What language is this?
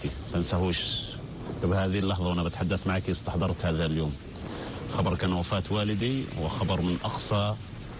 North Levantine Arabic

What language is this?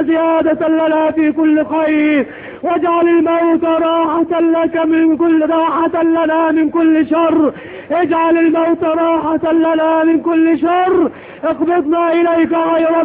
Arabic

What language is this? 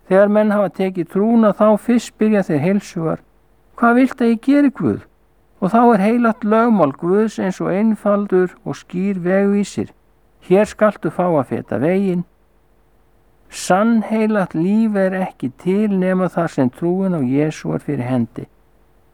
Icelandic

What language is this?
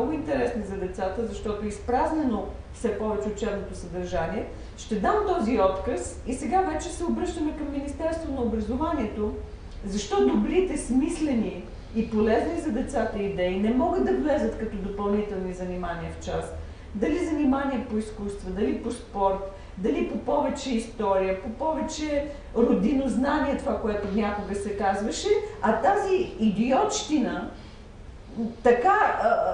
Bulgarian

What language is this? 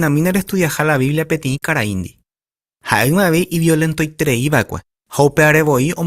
Guarani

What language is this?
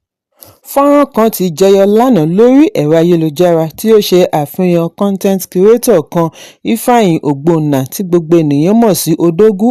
Yoruba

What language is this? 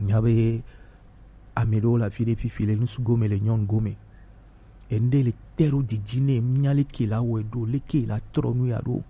Gen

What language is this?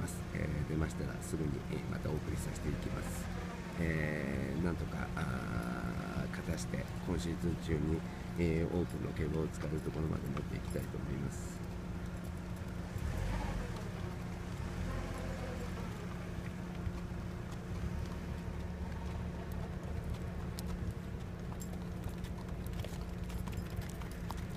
Japanese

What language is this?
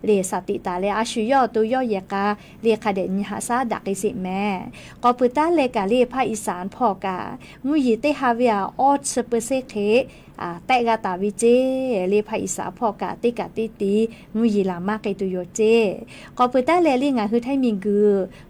Lahu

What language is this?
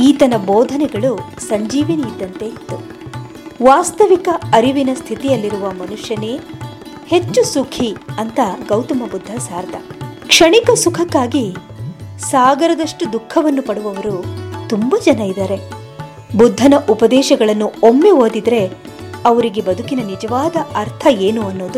Kannada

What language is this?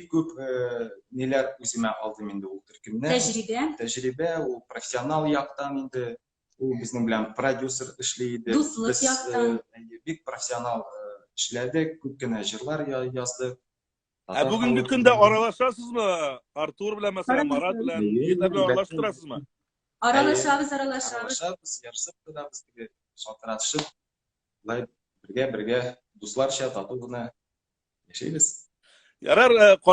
Tatar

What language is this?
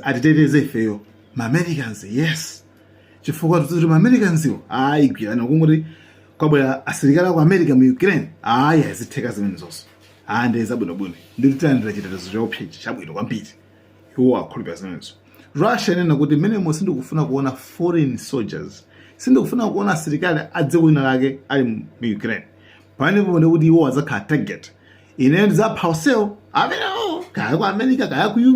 Nyanja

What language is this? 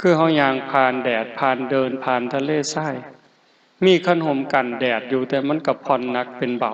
Northeastern Thai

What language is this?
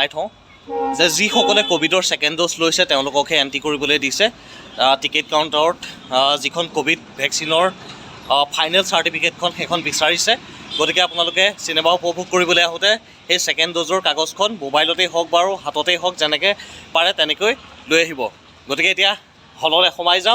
Assamese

